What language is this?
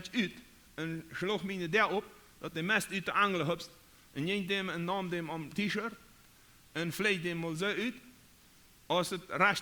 Plautdietsch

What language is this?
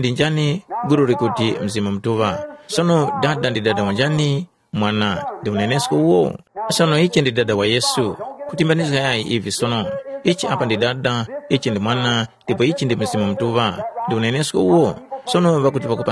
Tumbuka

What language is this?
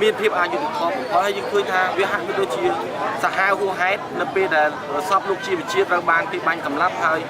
Khmer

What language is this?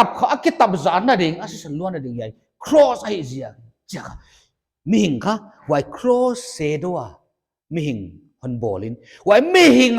Paite Chin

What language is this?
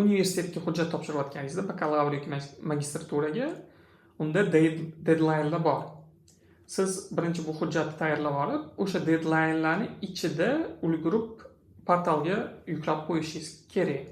Uzbek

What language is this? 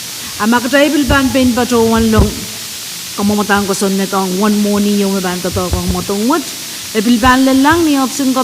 Pohnpeian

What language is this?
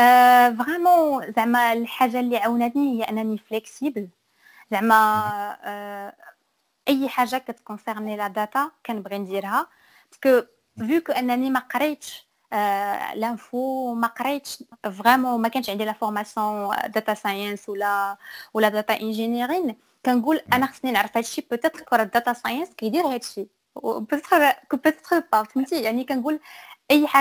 Moroccan Arabic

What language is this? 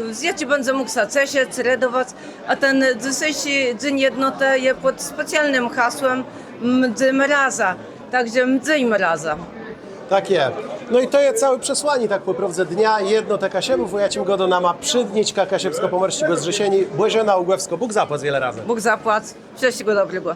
Kashubian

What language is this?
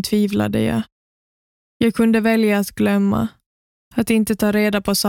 Swedish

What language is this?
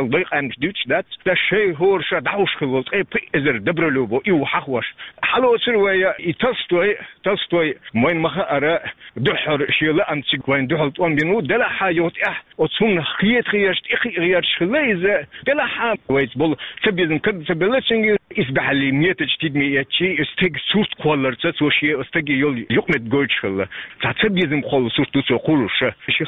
Chechen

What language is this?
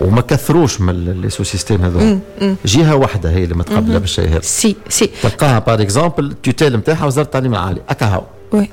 Tunisian Arabic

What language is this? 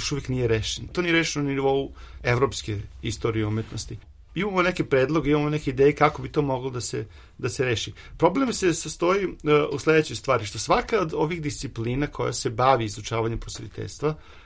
Serbian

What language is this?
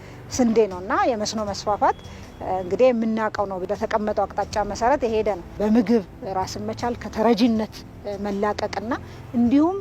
Amharic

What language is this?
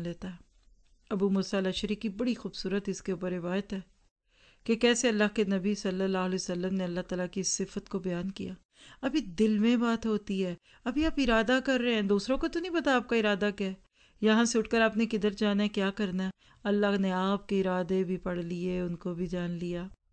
Urdu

